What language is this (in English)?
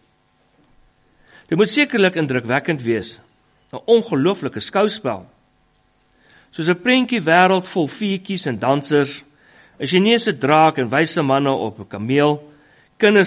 Afrikaans